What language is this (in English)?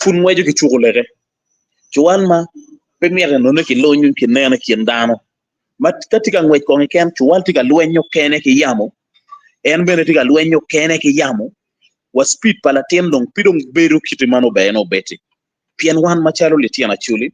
Acoli